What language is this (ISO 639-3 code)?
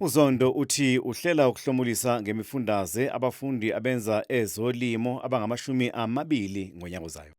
zul